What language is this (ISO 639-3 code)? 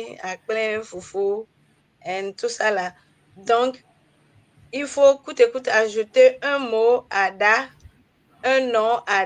ewe